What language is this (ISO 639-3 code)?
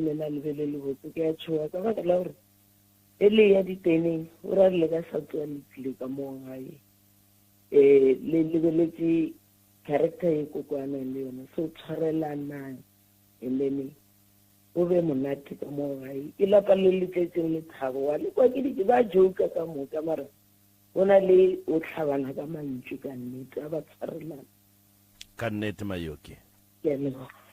nso